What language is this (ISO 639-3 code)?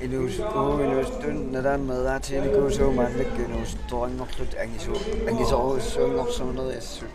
kal